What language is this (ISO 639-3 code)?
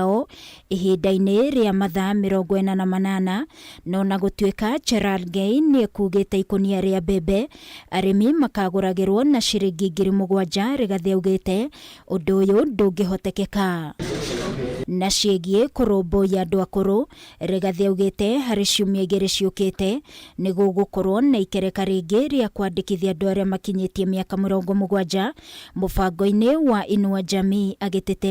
kik